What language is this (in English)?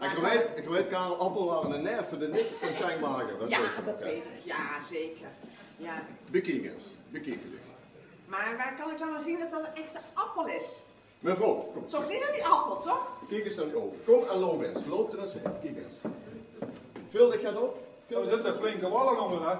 Limburgish